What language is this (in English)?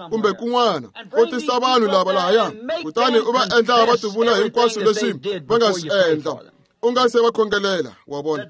Tsonga